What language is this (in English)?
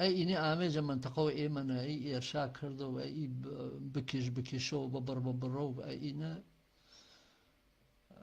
Gurani